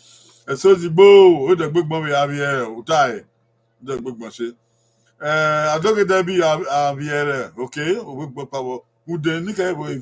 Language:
Bini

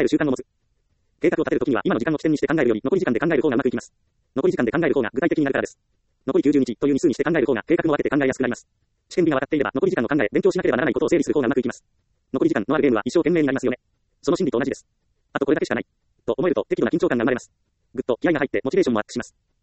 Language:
Japanese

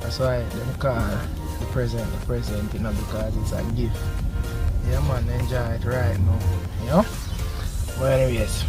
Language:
Jamaican Creole English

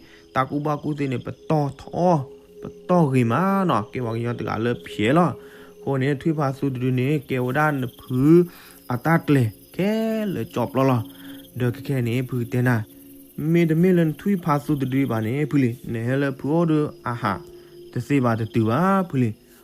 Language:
S'gaw Karen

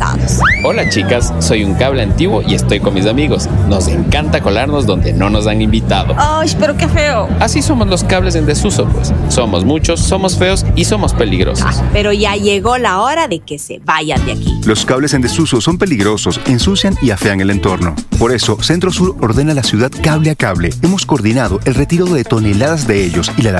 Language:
Spanish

